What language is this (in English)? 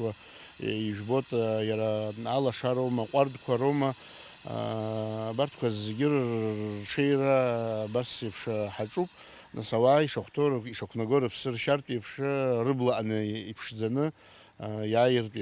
Abkhazian